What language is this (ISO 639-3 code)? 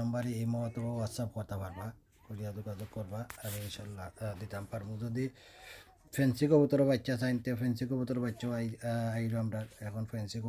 syl